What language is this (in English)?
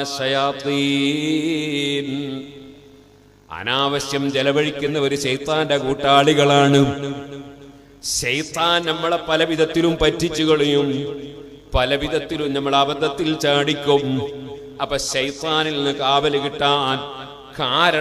Malayalam